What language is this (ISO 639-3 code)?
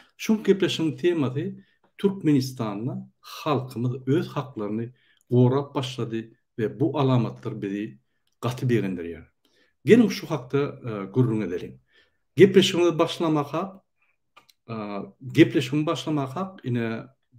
tuk